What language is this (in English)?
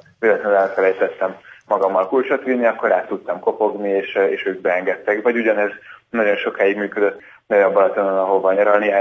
Hungarian